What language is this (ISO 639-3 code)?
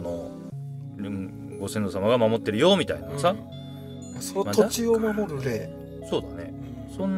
jpn